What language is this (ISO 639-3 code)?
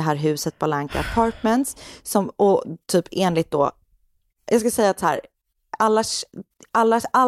swe